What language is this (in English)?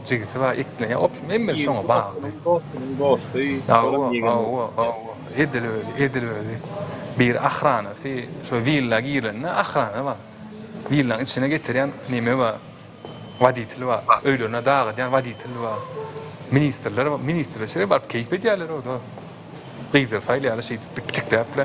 Turkmen